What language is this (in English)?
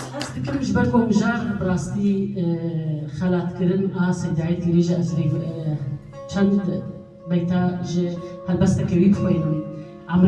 Kurdish